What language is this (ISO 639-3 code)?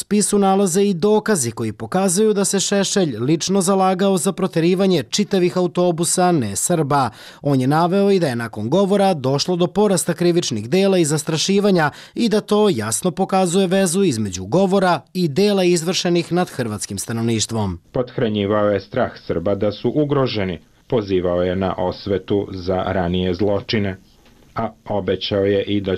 hrv